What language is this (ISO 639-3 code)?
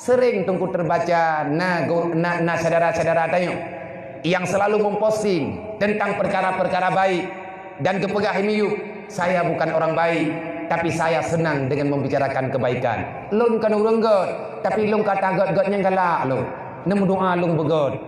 ace